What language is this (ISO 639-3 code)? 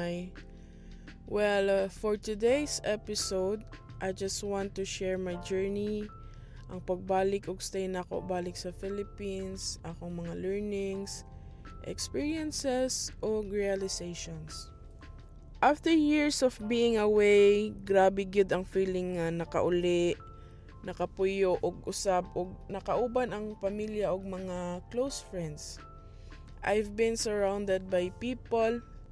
ceb